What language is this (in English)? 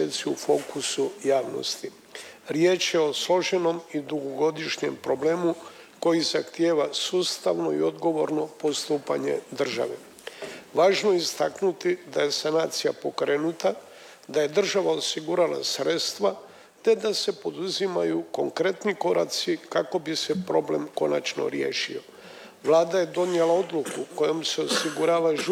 Croatian